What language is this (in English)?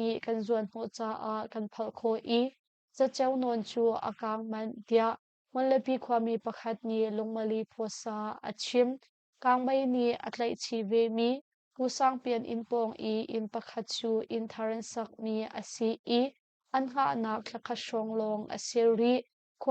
Hakha Chin